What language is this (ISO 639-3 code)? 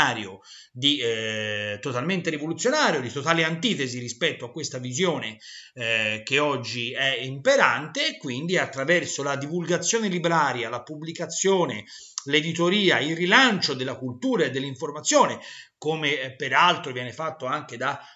ita